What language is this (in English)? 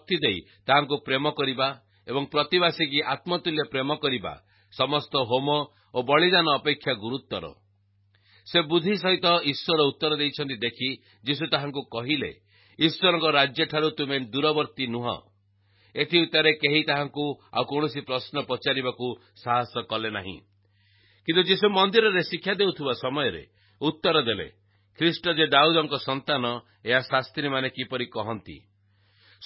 Odia